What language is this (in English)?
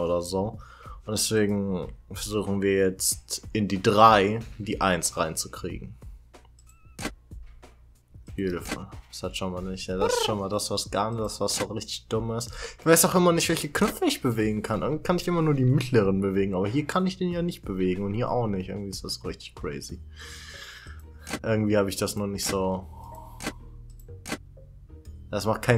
German